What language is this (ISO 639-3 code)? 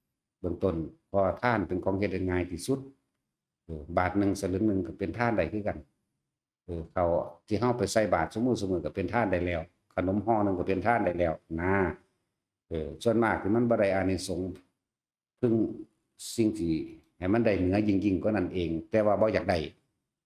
tts